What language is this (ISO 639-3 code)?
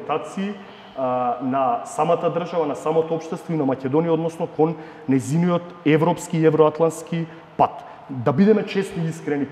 mkd